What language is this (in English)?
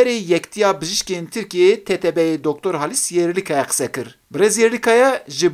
Kurdish